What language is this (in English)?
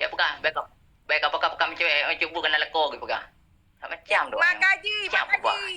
Achinese